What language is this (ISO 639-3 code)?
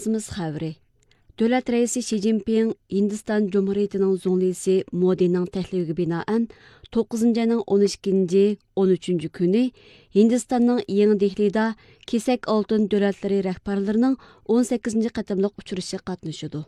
uig